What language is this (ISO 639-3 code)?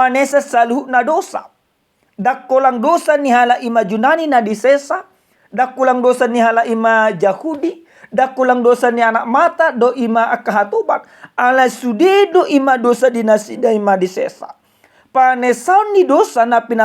bbc